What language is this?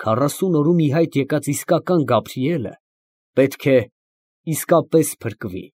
Armenian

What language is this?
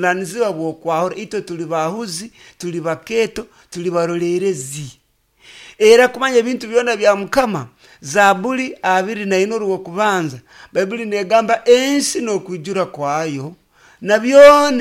Nyoro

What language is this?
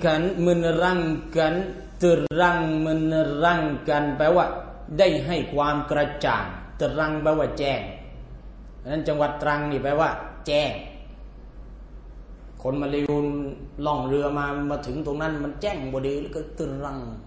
Thai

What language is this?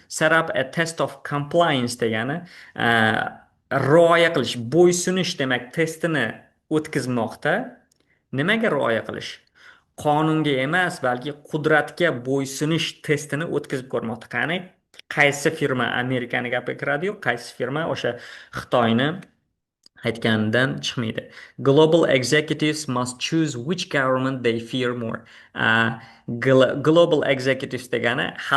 Uzbek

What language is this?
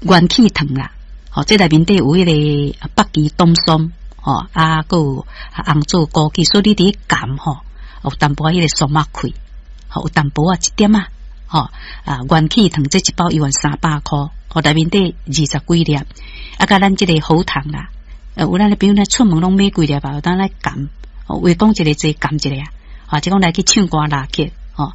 Min Nan Chinese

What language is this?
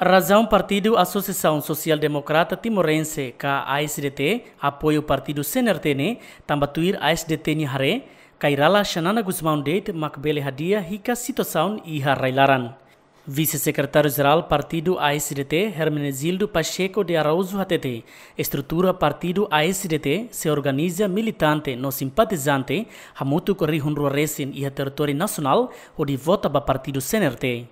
Tetum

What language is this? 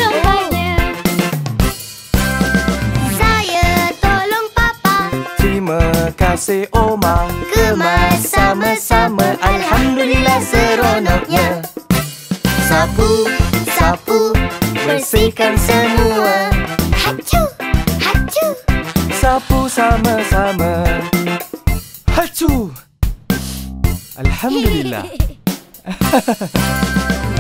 Malay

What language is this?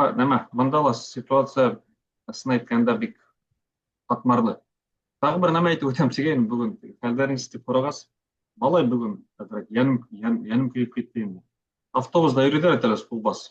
Bashkir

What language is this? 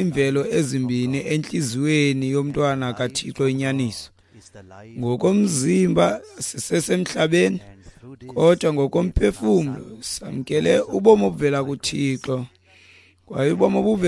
Xhosa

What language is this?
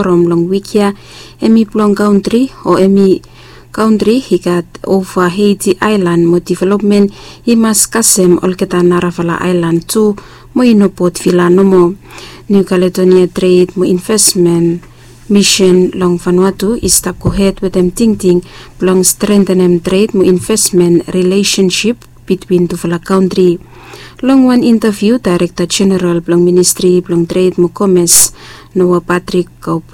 Bislama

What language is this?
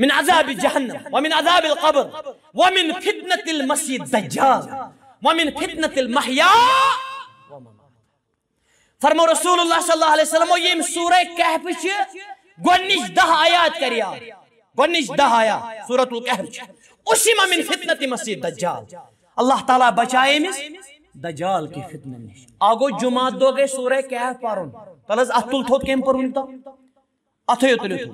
Kashmiri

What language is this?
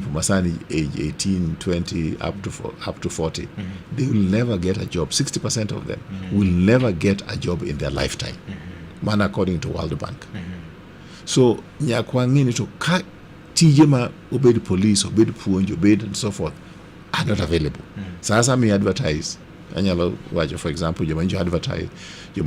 Luo (Kenya and Tanzania)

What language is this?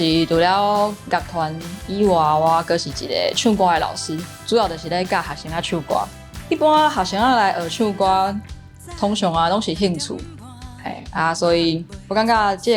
Min Nan Chinese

